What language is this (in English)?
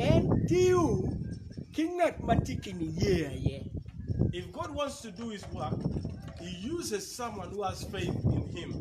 Acoli